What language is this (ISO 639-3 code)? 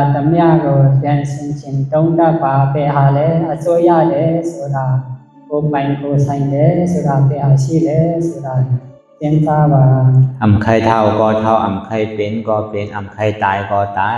shn